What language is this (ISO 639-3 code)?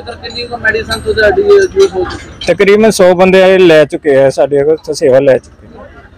pan